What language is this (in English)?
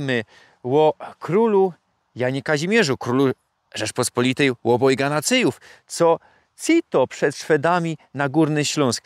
Silesian